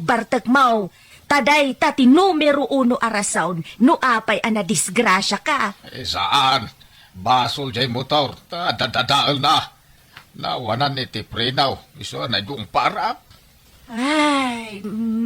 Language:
Iloko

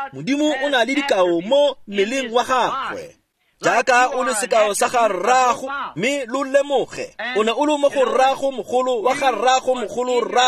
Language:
Tswana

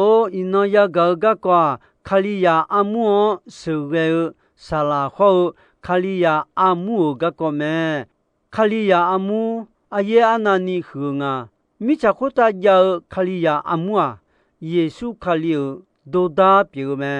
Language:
Akha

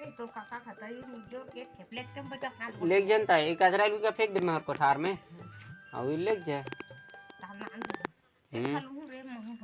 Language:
Chhattisgarhi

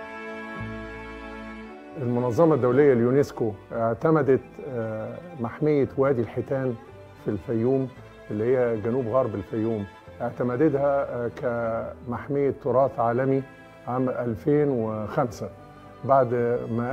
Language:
Egyptian Arabic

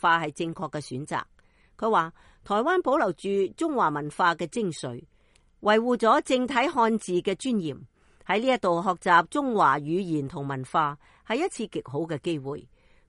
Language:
Cantonese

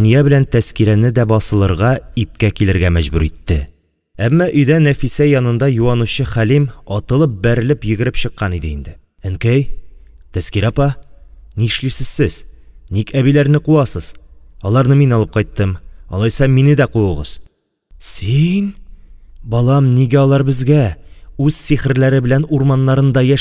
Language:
Tatar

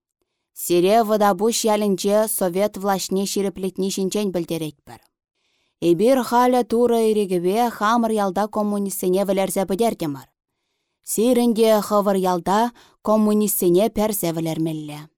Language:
Chuvash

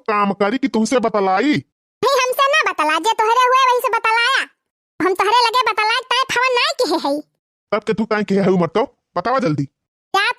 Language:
Awadhi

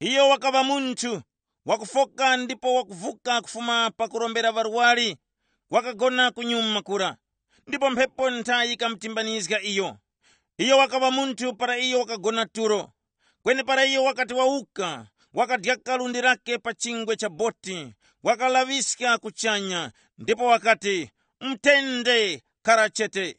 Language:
Tumbuka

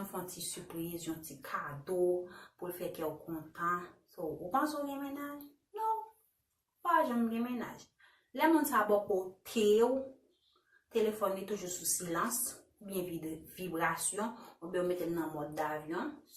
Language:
Haitian Creole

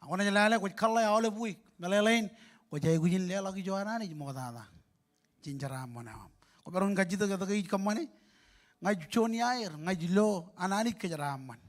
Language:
Marshallese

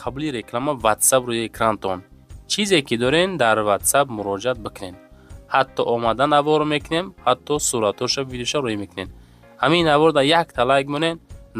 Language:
Tajik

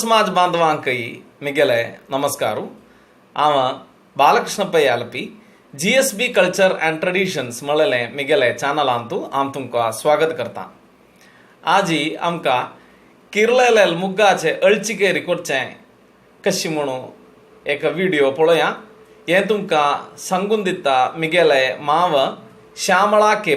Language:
Konkani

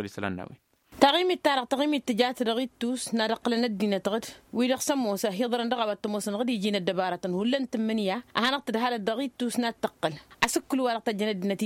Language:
Tamasheq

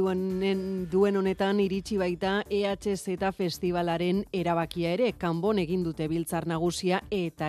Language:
Basque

